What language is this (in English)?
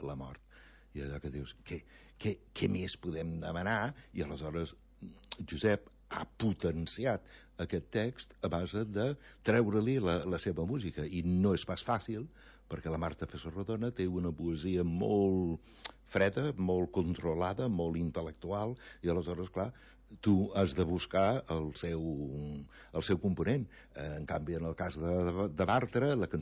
Catalan